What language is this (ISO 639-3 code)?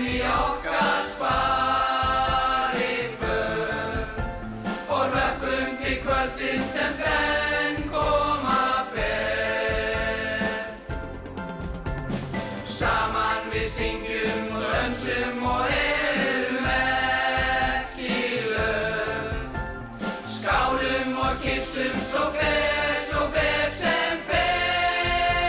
isl